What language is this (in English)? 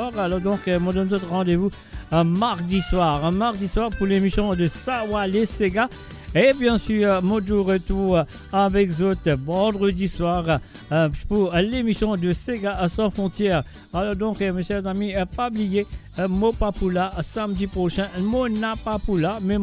Morisyen